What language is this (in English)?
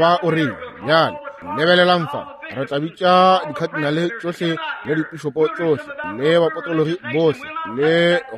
Northern Sotho